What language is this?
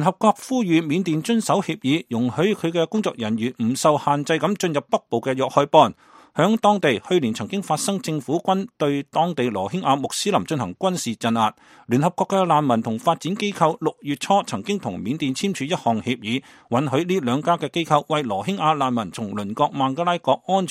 Cantonese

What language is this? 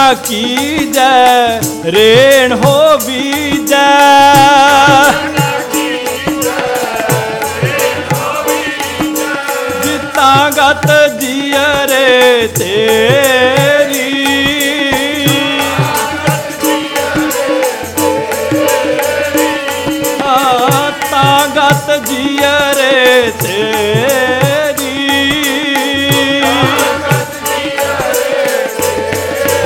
Punjabi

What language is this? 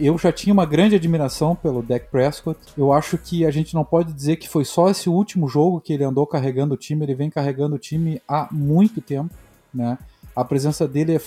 Portuguese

